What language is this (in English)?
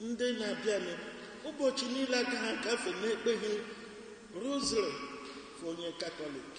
Igbo